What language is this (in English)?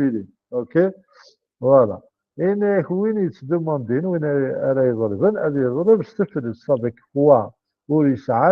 Kabyle